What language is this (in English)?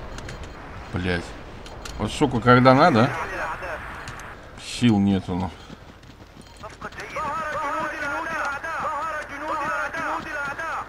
Russian